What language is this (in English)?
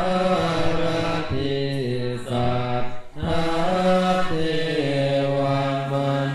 Pali